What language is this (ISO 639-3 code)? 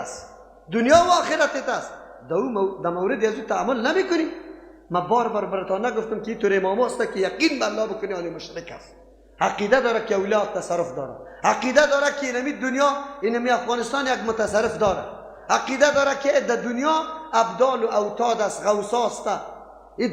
fas